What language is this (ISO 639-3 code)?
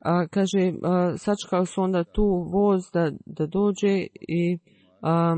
bos